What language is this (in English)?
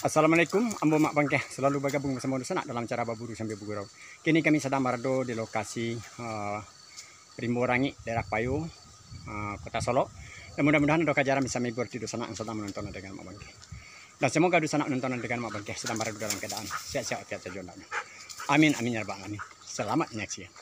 Minangkabau